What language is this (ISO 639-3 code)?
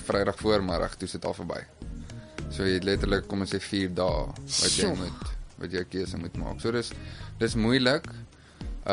afr